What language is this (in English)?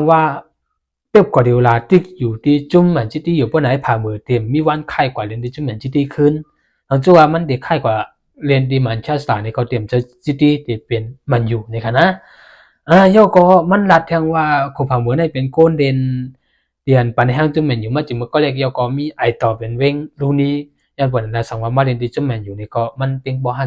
Shan